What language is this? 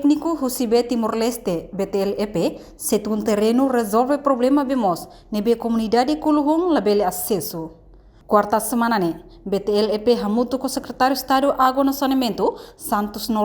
Tetum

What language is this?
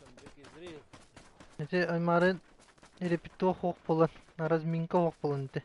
Yakut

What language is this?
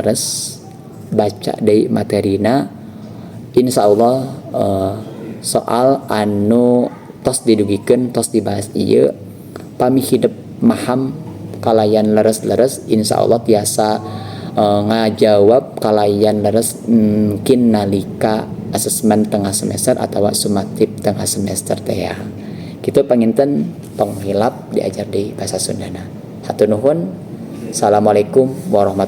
Sundanese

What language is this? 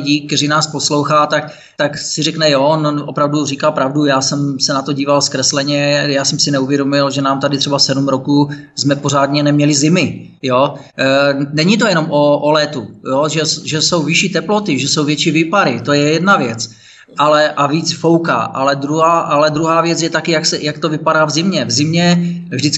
Czech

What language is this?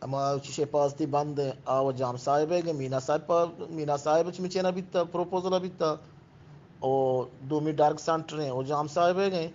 Eastern Balochi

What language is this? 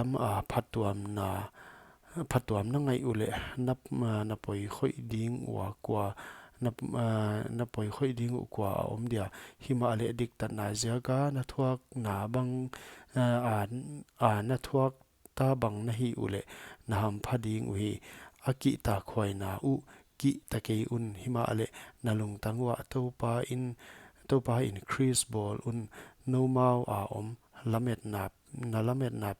Paite Chin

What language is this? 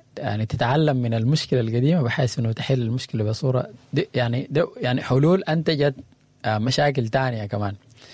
Sudanese Arabic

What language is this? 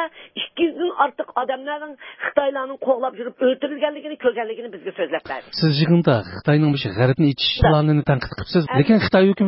Uyghur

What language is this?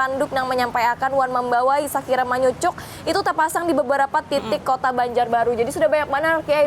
Banjar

